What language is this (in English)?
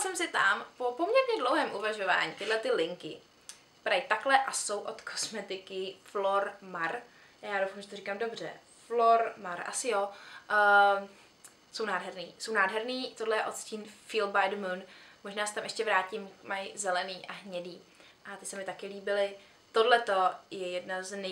Czech